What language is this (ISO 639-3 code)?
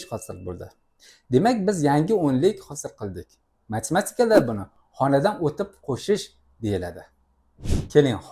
uzb